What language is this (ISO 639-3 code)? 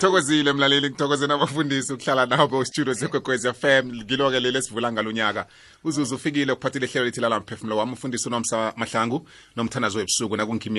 nbl